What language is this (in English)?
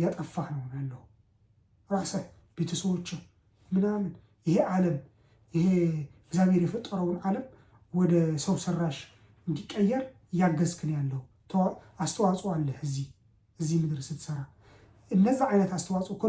Amharic